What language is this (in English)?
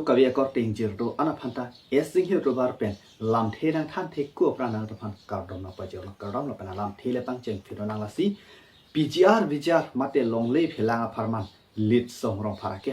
Karbi